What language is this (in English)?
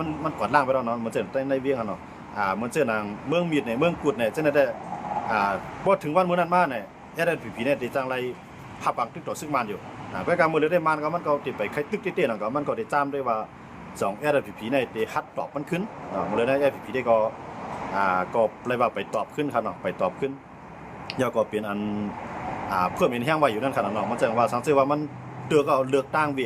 Shan